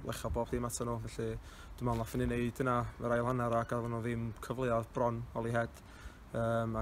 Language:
Welsh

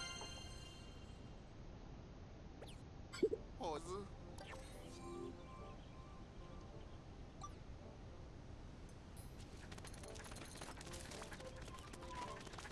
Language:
English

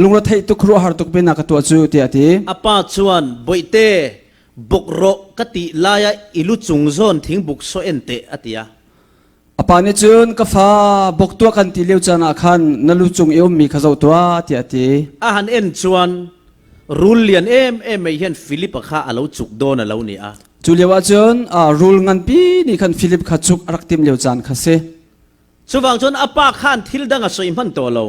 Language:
Falam Chin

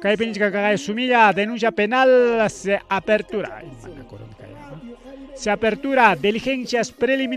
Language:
Ayacucho Quechua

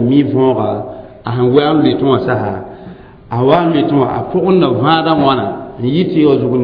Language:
Mossi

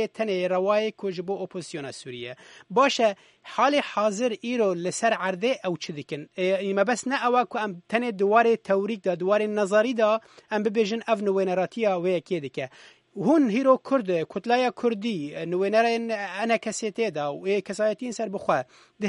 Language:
Kurdish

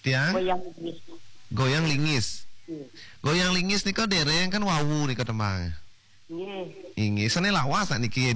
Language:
Balinese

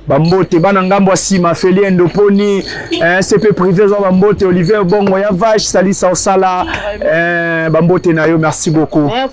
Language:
Lingala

